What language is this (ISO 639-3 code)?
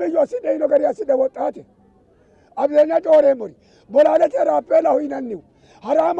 sid